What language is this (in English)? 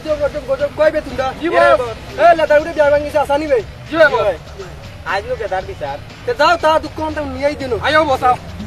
Sylheti